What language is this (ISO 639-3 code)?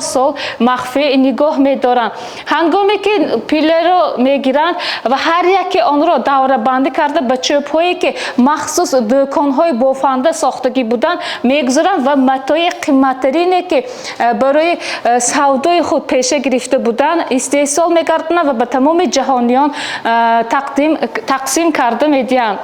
tgk